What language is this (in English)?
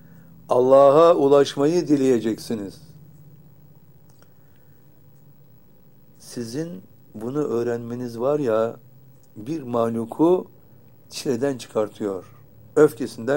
Turkish